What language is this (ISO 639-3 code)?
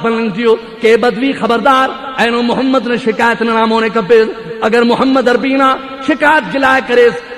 brh